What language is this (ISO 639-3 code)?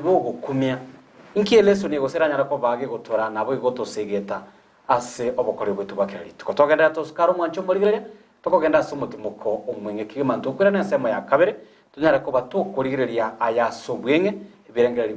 guz